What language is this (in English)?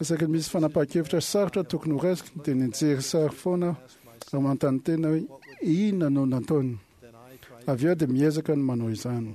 Malagasy